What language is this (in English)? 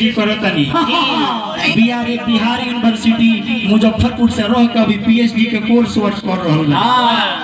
Bhojpuri